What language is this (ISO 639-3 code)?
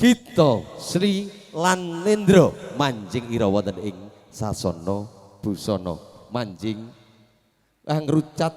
jav